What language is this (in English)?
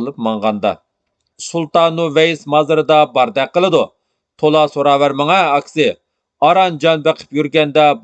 Uyghur